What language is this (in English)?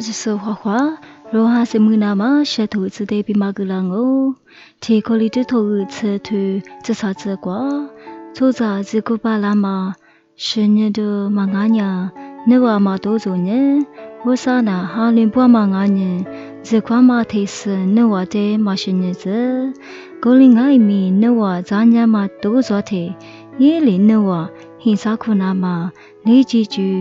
Lisu